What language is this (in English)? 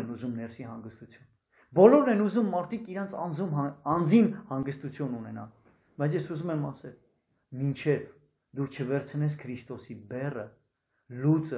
Armenian